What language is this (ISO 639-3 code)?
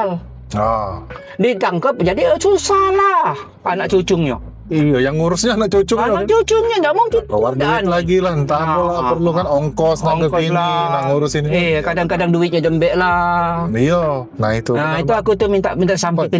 mui